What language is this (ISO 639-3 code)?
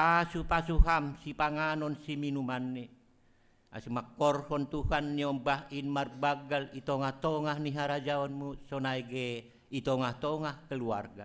bts